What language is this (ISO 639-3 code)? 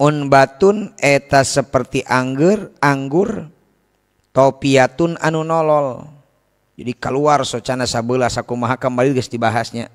sun